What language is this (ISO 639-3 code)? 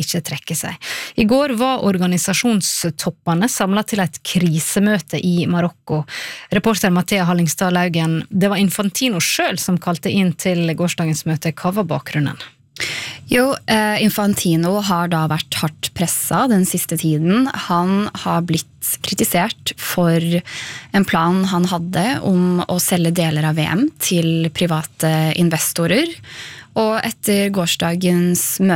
nor